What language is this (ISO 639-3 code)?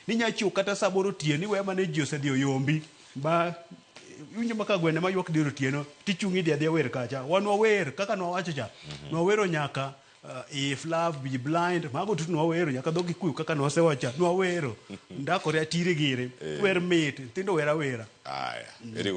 luo